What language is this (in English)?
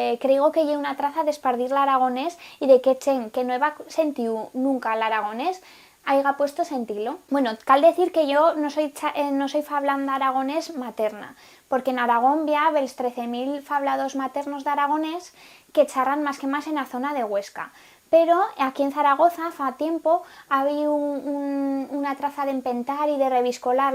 Aragonese